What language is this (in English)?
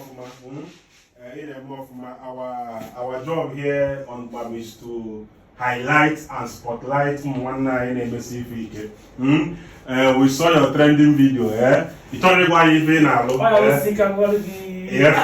Igbo